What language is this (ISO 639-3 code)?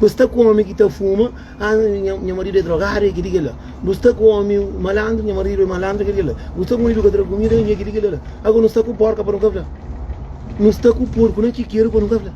kea